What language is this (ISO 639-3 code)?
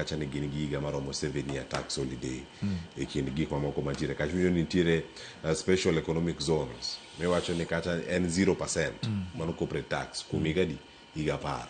luo